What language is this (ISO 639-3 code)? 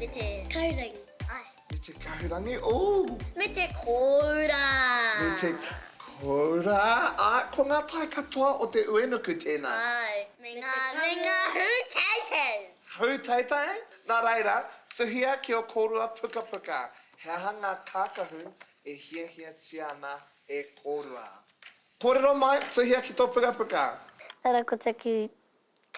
mri